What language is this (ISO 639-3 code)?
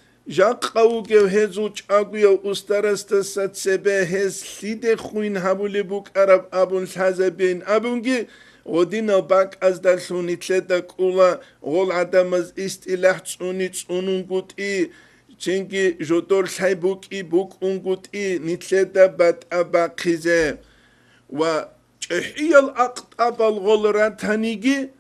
ava